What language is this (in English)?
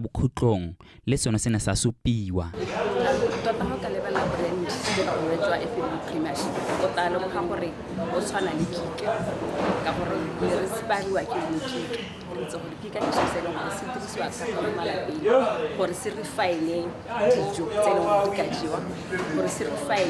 Tswana